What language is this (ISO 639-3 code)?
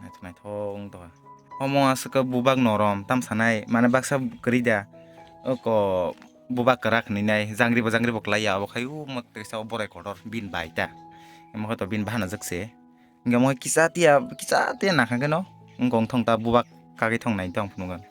trp